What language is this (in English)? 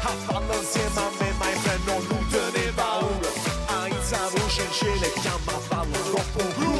Neapolitan